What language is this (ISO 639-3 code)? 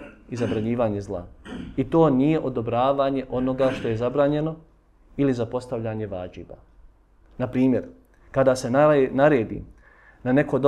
bos